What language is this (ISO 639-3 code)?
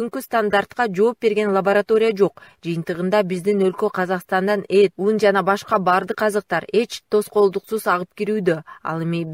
kir